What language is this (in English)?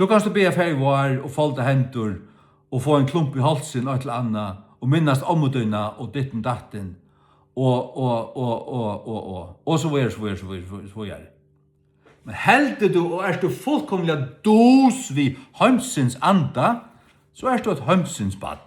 Faroese